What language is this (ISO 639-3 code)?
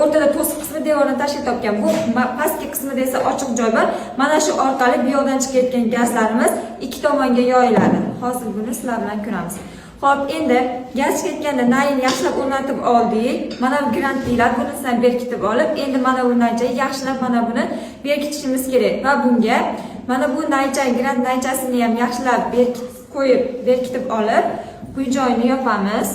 uzb